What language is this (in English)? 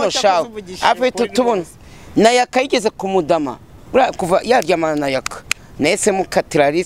Kinyarwanda